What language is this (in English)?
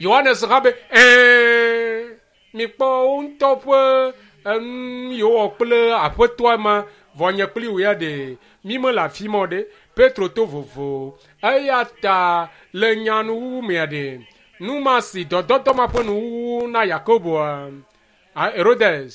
Ewe